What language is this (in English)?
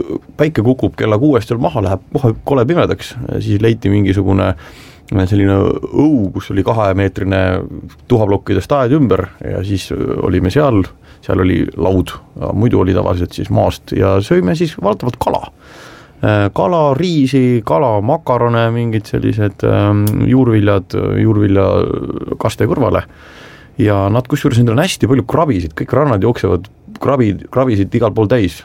Estonian